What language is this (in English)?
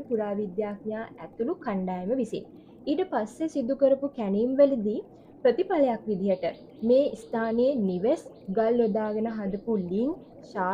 Sinhala